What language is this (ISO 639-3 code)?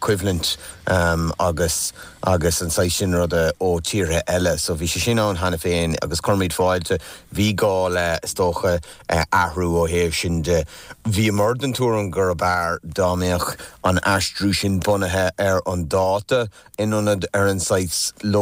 gle